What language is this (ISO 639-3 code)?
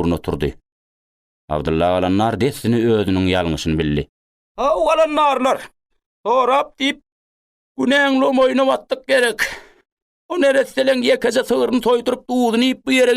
tuk